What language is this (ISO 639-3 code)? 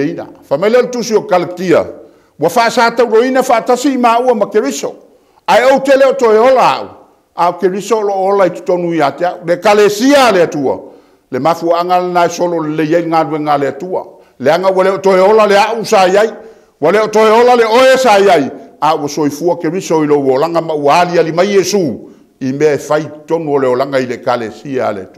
smo